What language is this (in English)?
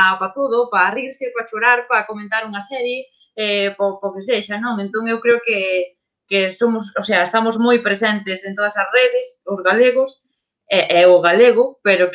Galician